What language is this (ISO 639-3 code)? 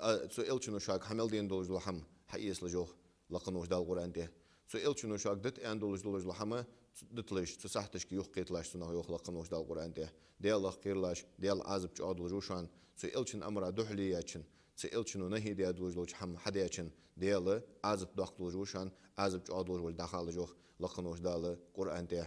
inh